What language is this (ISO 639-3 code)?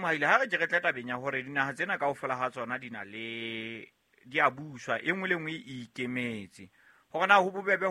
sot